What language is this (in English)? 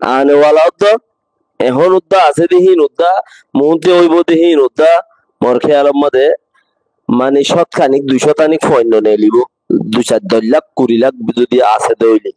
Rohingya